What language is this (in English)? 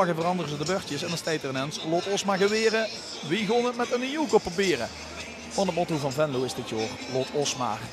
Limburgish